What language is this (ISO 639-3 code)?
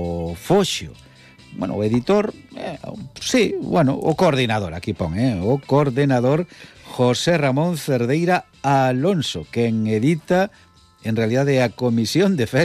glg